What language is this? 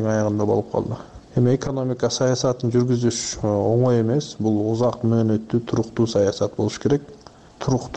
Kyrgyz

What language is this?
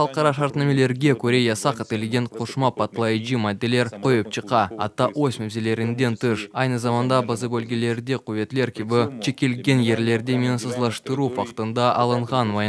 Crimean Tatar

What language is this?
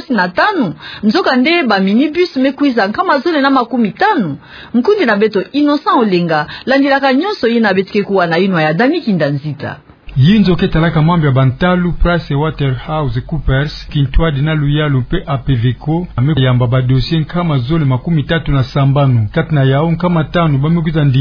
Kituba (Democratic Republic of Congo)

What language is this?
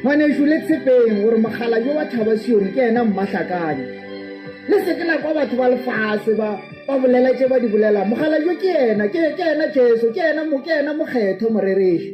Northern Sotho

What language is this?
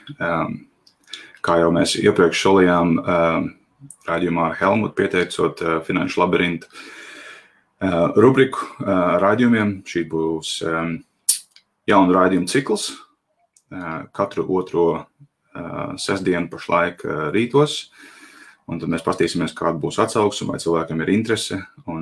Latvian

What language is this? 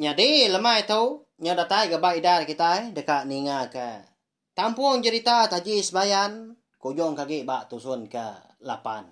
Iban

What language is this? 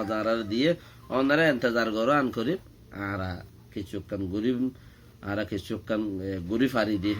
Rohingya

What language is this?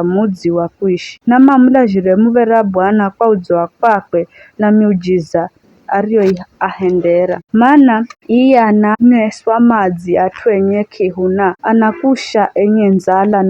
Giryama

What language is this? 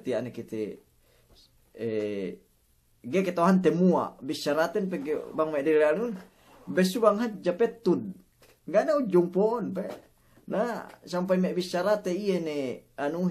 Yakan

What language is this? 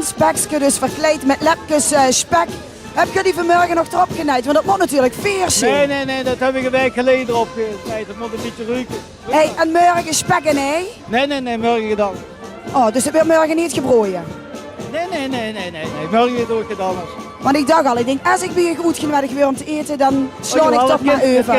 Limburgish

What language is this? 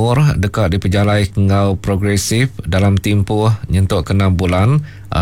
Iban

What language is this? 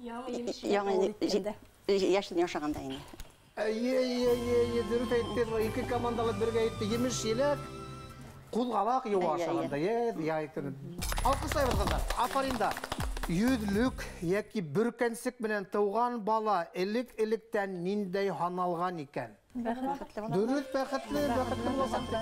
Bashkir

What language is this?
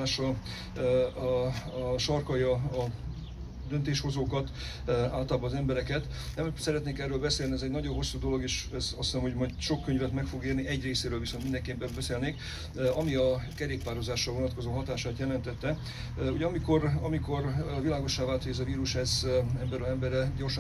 Hungarian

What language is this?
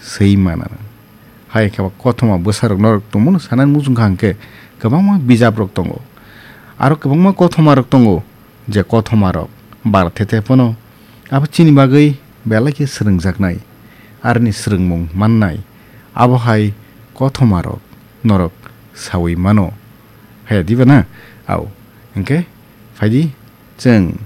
Kok Borok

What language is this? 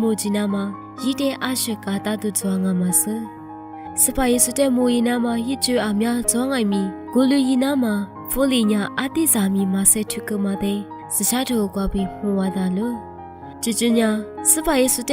Lisu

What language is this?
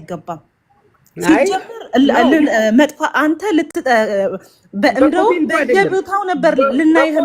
Amharic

